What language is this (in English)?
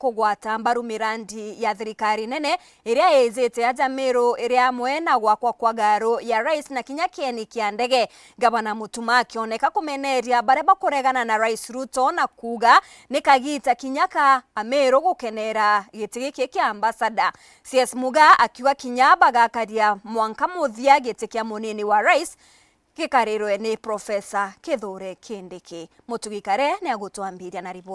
Meru